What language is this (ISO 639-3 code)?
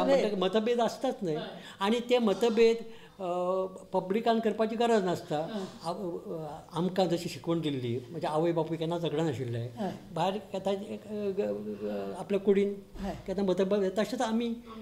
kok